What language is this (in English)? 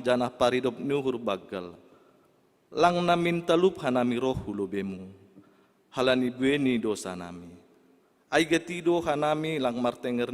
Batak Simalungun